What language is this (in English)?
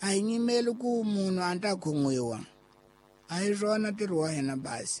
Tsonga